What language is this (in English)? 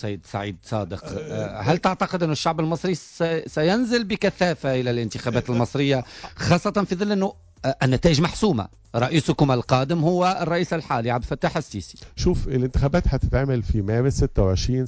Tunisian Arabic